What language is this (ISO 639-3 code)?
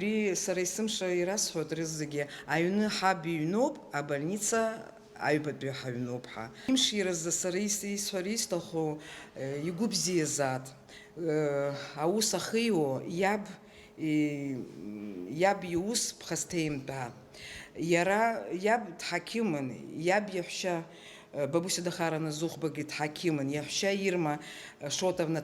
abk